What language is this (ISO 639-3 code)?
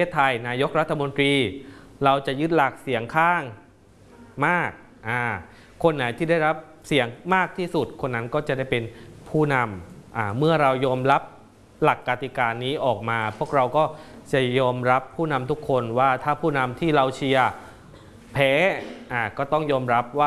tha